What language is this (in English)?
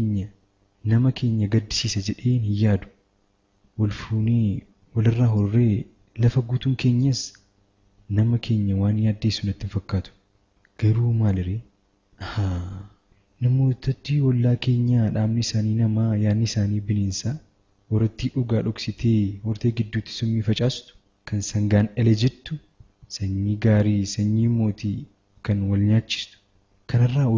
Oromo